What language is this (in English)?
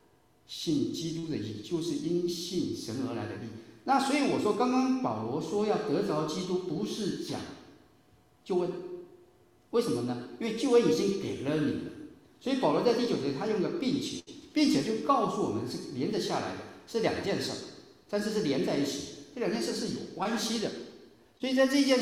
Chinese